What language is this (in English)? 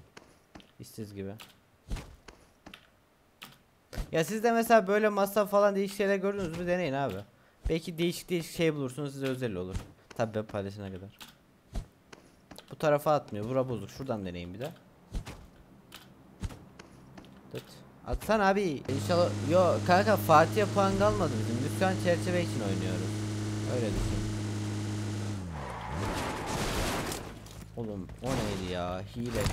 Turkish